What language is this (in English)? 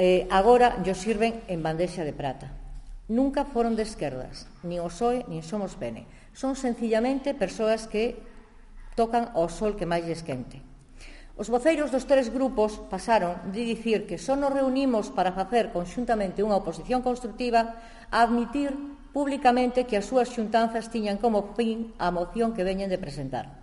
Galician